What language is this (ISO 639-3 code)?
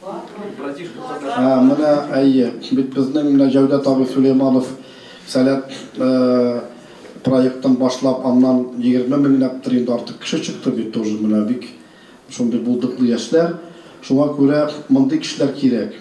tat